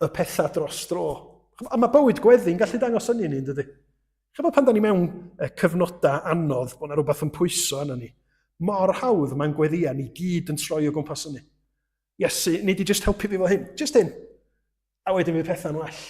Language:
Welsh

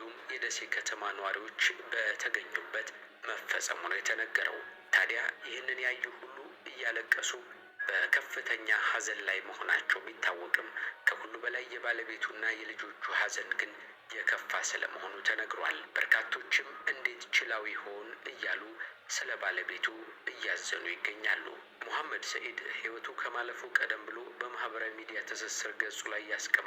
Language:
Amharic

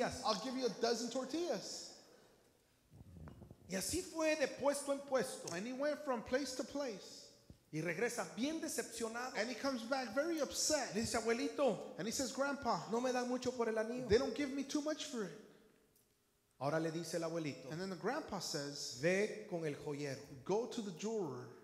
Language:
Spanish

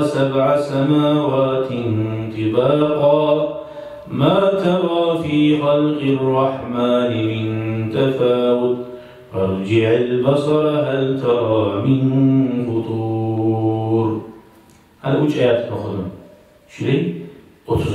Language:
Kumyk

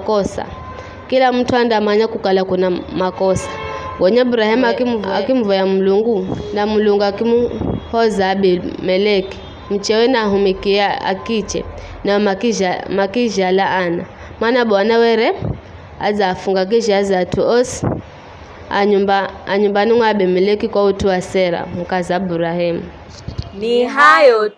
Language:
Giryama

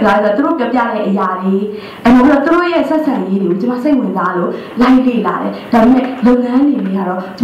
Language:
Burmese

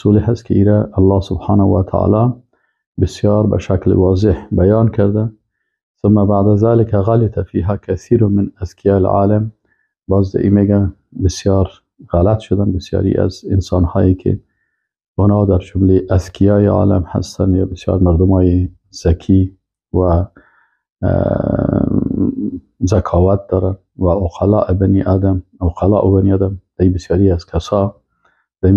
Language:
Persian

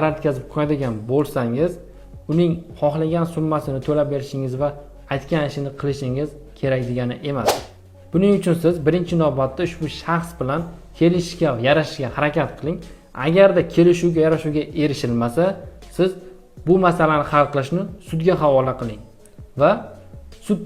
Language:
Uzbek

